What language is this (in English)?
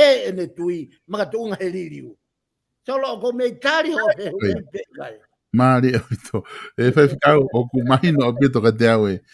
Tongan